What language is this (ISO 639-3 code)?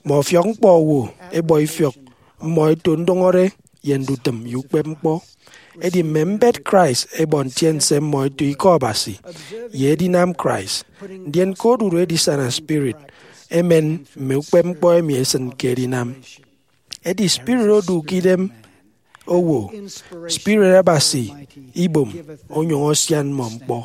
efi